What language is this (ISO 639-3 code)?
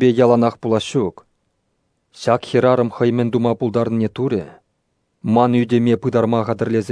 chv